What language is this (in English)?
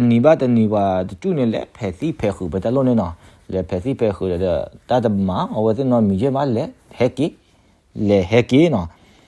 S'gaw Karen